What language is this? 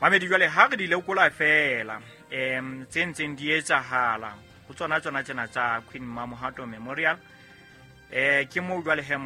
Southern Sotho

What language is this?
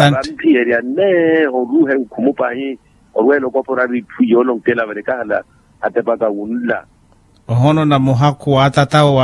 Makhuwa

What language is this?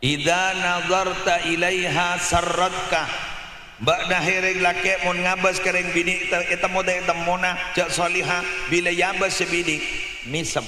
Madurese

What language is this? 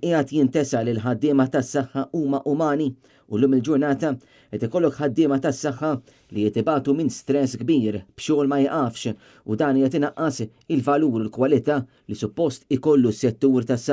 Maltese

